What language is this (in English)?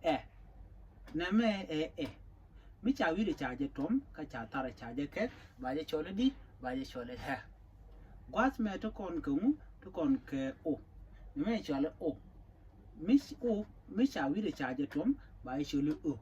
Nuer